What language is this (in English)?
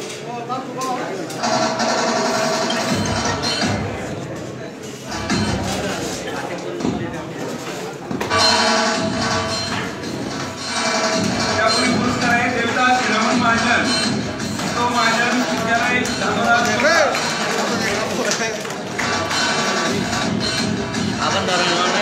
Marathi